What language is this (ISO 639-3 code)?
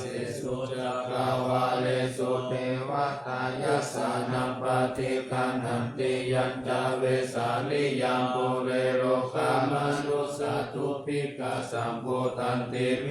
pli